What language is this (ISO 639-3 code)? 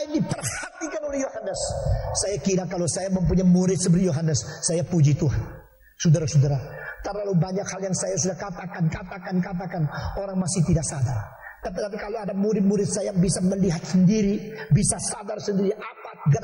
ind